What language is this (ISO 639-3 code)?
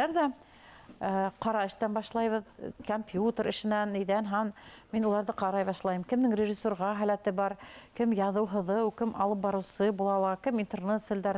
bak